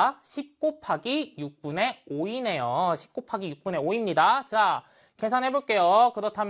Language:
Korean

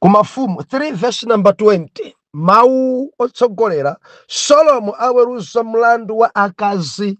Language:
Nyanja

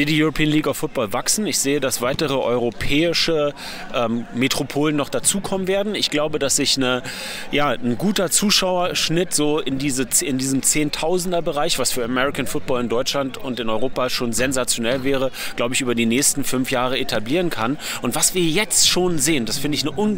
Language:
German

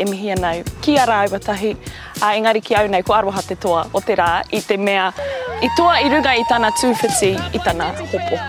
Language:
Māori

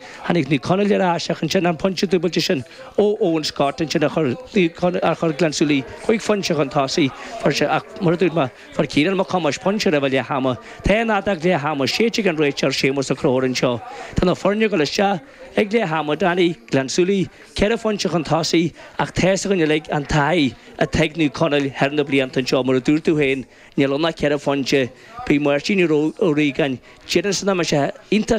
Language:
Irish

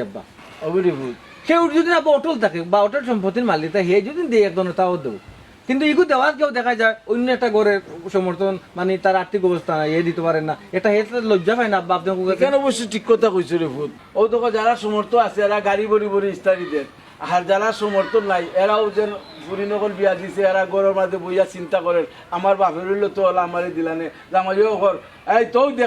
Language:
Sylheti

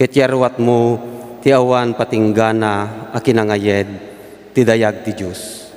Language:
Iloko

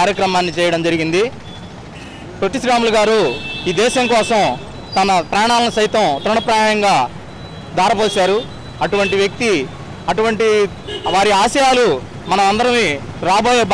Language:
Telugu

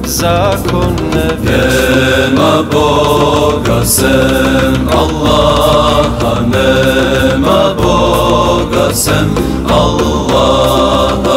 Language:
Bosnian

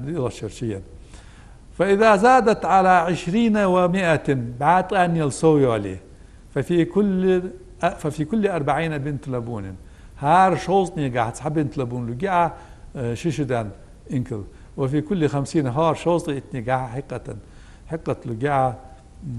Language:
Ingush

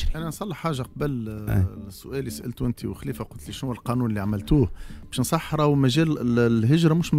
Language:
Tunisian Arabic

